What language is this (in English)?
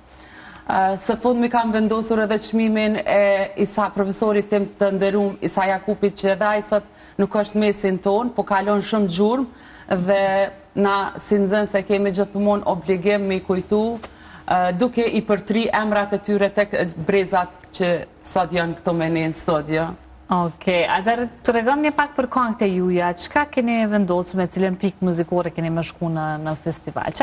Albanian